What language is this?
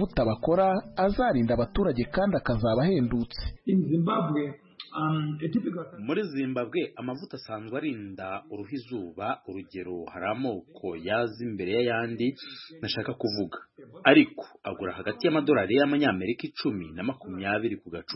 Kinyarwanda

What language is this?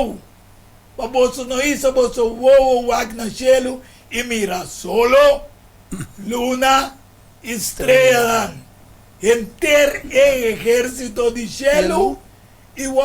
Papiamento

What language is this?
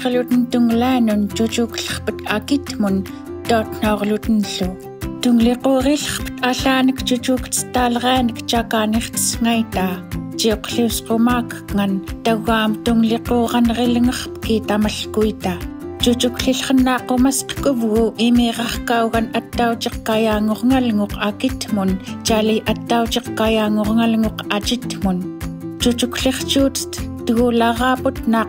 Central Yupik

